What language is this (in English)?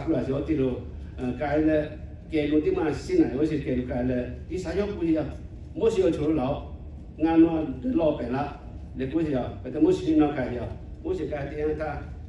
Lahu